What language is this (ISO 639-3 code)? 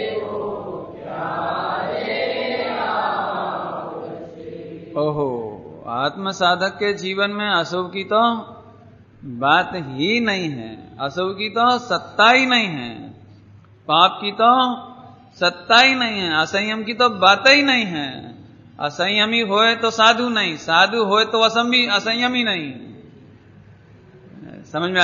hin